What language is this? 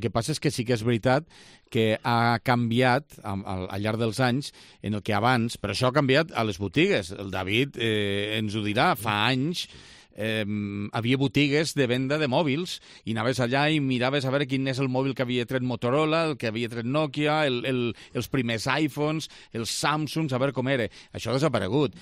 Catalan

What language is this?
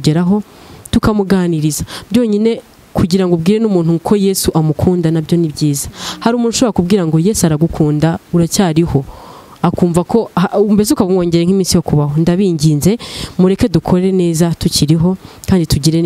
Kinyarwanda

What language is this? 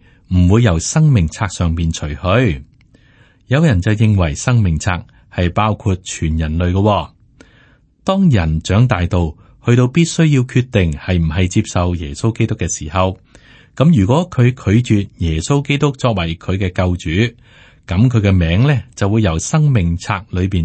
Cantonese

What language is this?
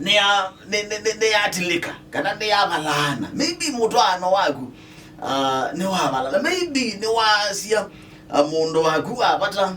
Kamba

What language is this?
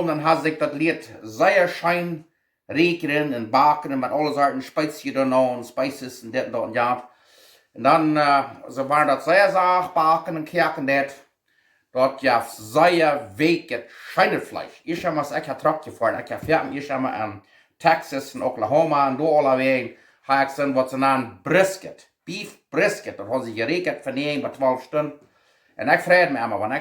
Plautdietsch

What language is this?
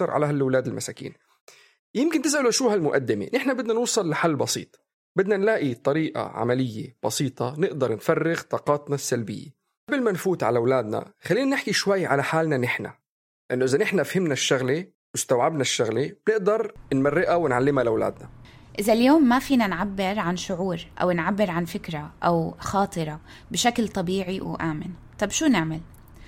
North Levantine Arabic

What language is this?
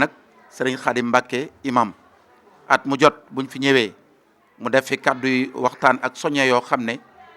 Wolof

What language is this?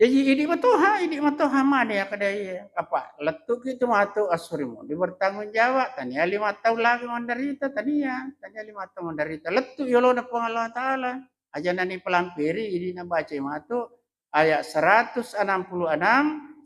Buginese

